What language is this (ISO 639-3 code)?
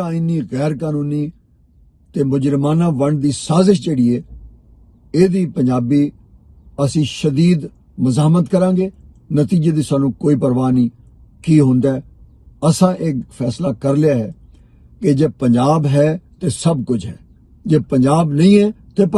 lah